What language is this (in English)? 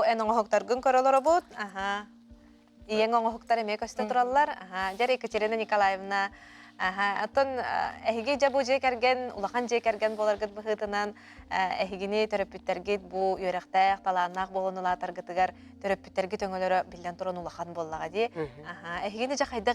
Yakut